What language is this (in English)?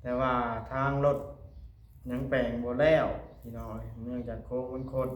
Lao